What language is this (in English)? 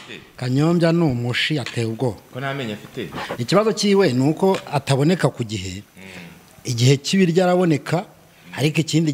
Kinyarwanda